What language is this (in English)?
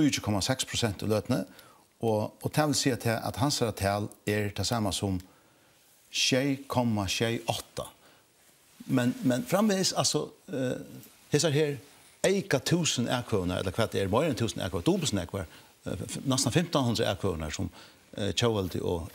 Faroese